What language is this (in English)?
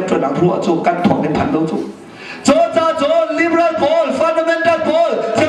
Hakha Chin